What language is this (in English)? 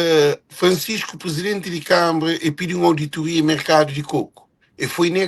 Kabuverdianu